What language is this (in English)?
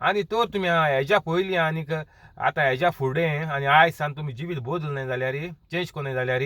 Konkani